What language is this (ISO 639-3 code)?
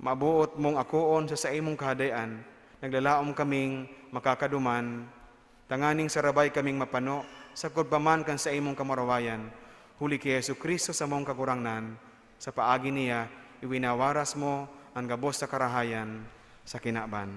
bik